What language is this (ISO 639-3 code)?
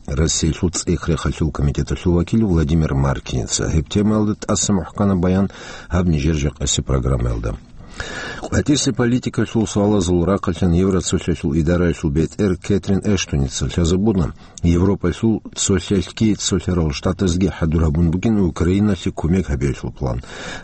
ava